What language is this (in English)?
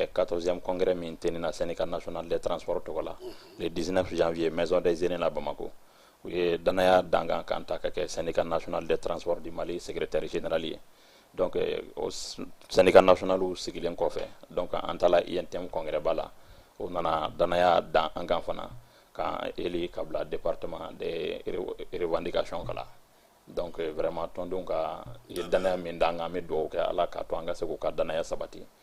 Bambara